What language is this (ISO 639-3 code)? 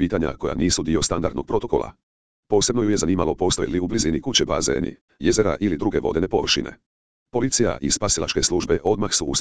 hrv